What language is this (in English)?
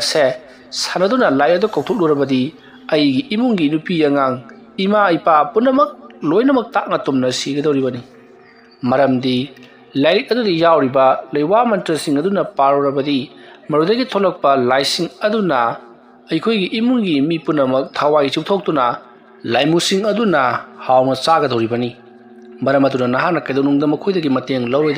Manipuri